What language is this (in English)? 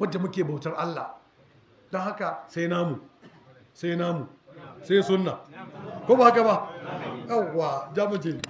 Hausa